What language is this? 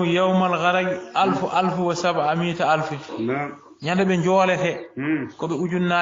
Fula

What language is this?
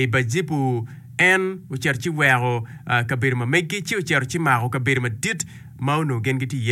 Acoli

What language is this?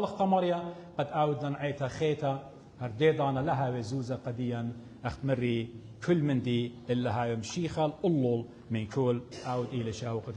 Assyrian Neo-Aramaic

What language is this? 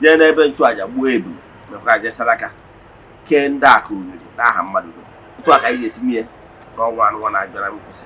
Igbo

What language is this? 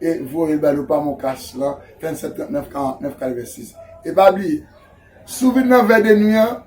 Haitian Creole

